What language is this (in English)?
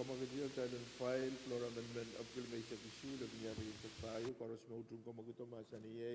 Pohnpeian